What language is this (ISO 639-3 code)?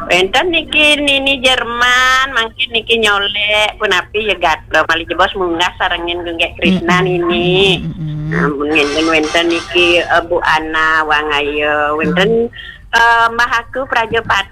ban